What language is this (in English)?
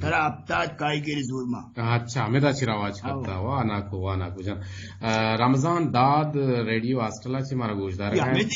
Eastern Balochi